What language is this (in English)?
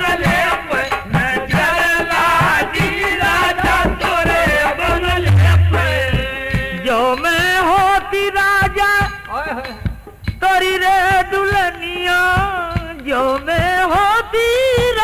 Bhojpuri